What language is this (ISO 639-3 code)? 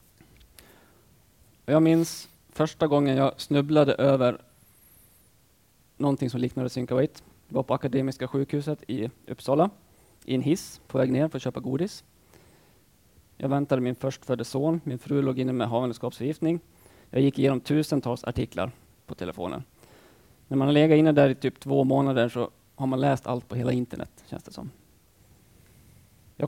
swe